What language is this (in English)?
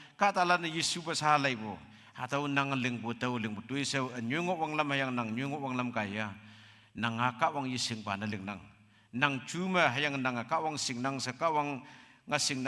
Konyak Naga